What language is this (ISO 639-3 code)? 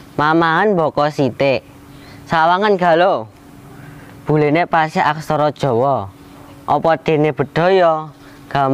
jav